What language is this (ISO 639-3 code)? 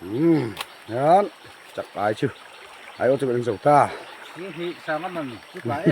lus